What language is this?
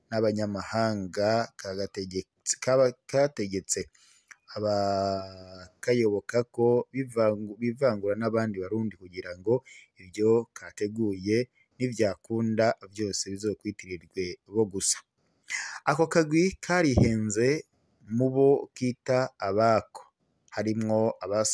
Rundi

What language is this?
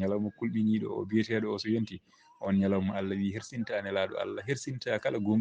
Fula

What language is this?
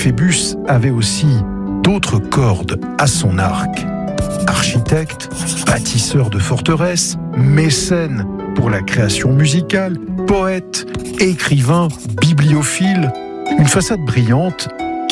French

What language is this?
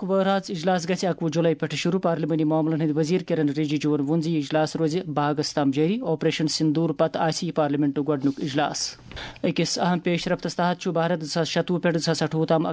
Kashmiri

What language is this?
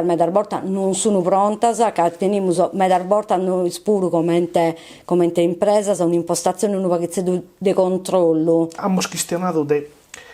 Sardinian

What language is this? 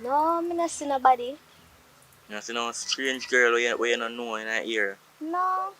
Jamaican Creole English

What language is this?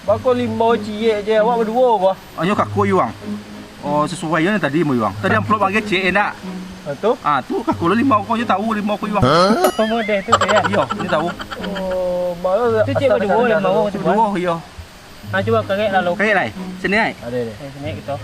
Minangkabau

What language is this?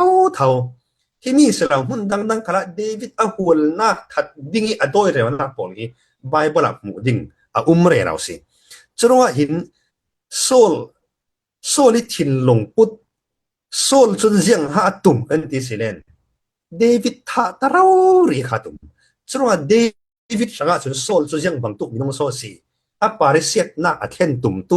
Falam Chin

